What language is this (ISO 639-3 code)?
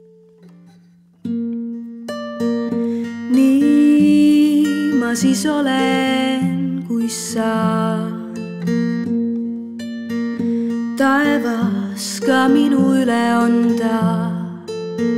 est